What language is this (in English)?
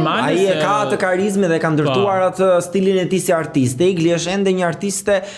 Albanian